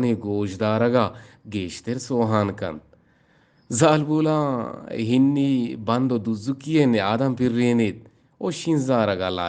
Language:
Eastern Balochi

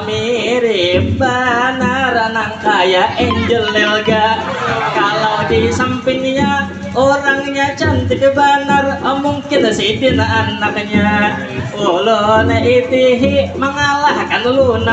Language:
Banjar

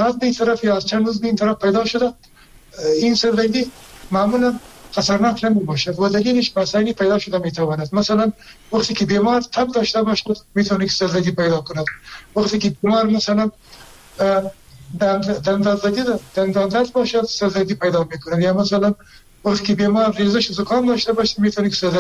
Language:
Persian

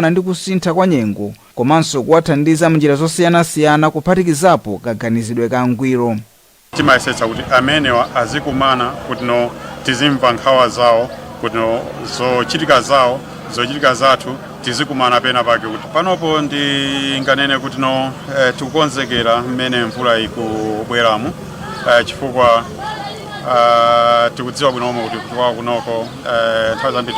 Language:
Nyanja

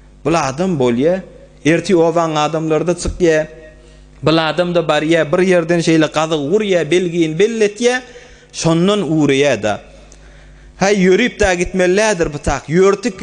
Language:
Turkmen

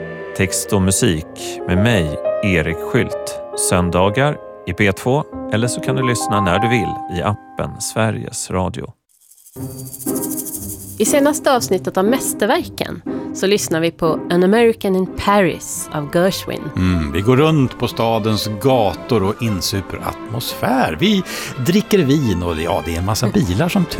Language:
Swedish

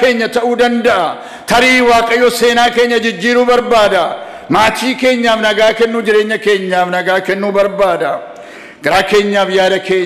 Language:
Oromo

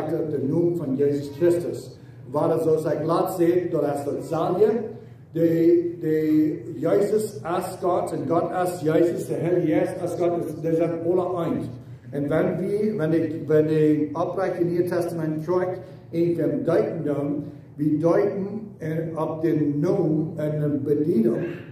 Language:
Plautdietsch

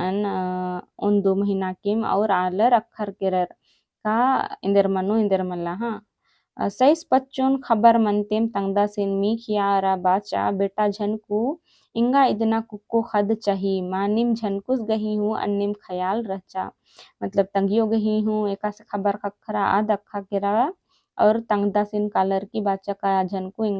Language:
Kurukh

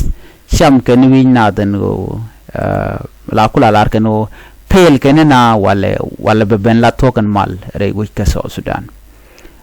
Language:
Nuer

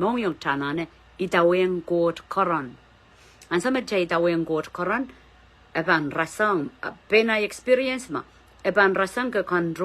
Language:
Pohnpeian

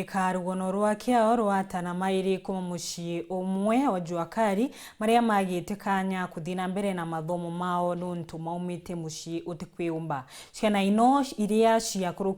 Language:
Meru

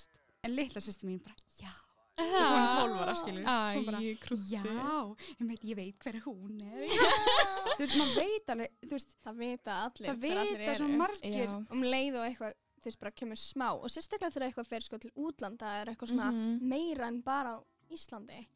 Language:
Icelandic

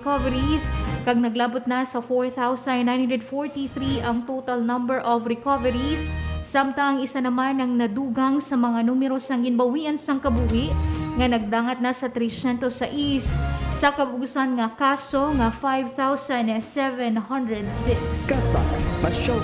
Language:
Hiligaynon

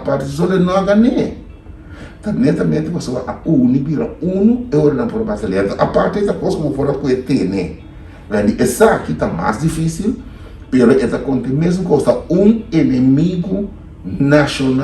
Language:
Papiamento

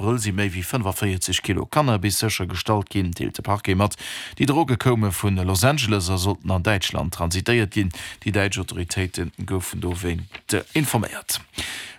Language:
Luxembourgish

